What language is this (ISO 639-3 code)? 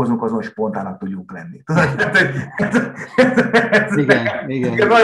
hun